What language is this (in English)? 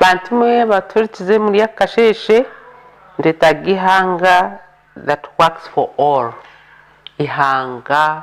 Nyankole